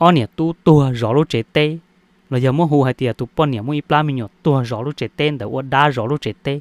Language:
Hmong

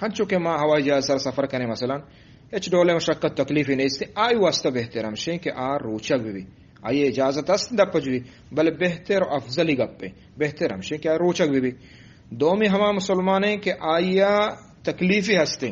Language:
Eastern Balochi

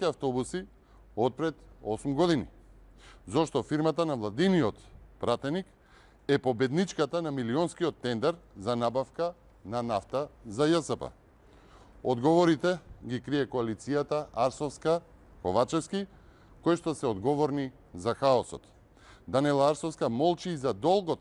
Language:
Macedonian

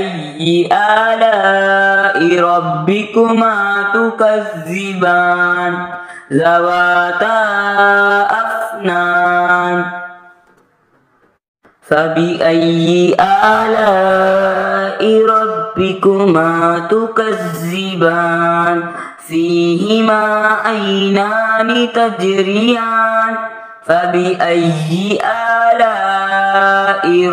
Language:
Arabic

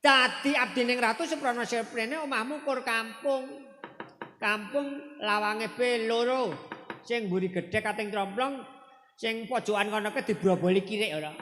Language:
Javanese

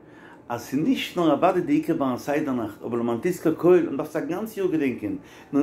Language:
Yiddish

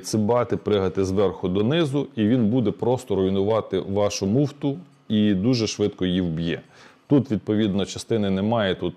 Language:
Ukrainian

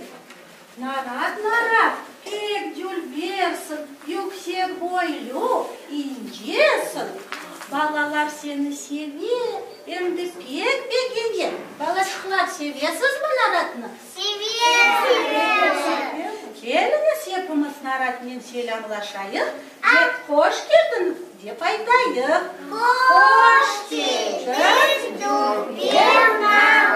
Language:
Crimean Tatar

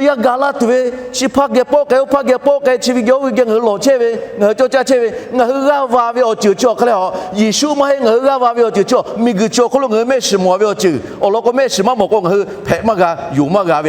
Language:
Lahu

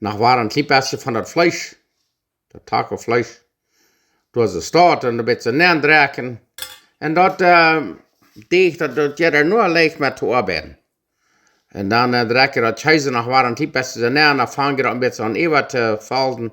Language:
Plautdietsch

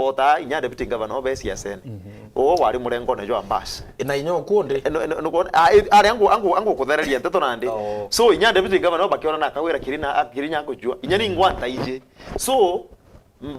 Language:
Meru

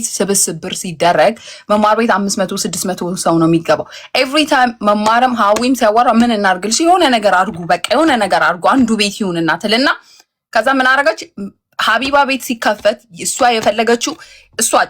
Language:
Amharic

